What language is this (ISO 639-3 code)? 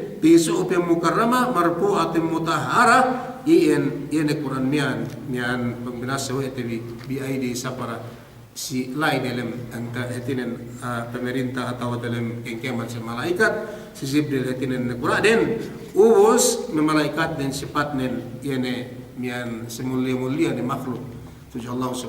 yka